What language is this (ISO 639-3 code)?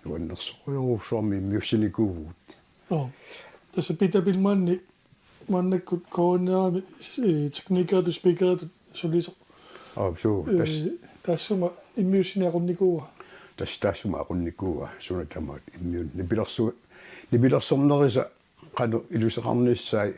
kal